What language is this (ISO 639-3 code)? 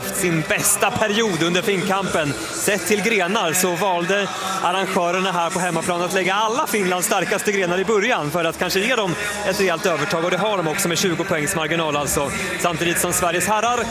swe